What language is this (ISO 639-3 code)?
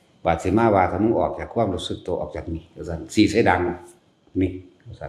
tts